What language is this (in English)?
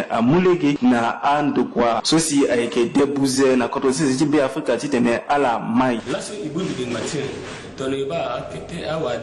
Sango